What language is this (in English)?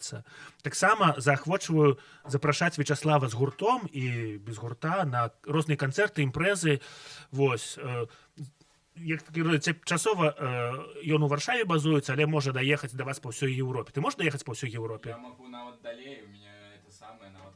Belarusian